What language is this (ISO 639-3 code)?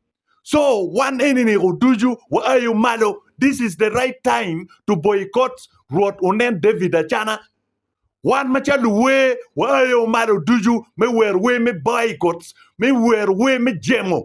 ach